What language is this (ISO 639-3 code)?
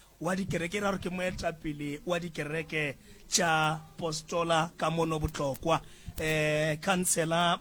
nso